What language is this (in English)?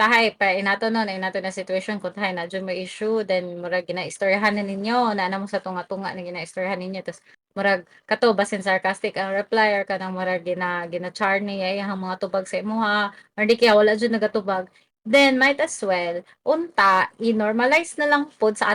Cebuano